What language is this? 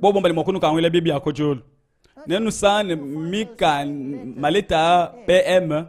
Luba-Lulua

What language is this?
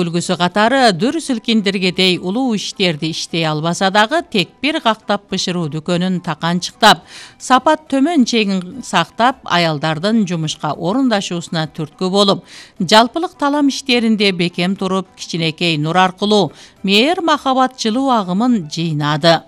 Kyrgyz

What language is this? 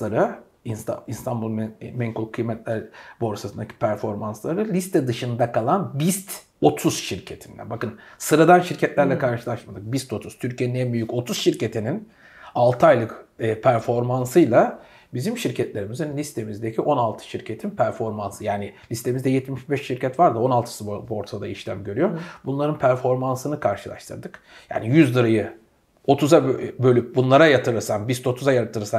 Turkish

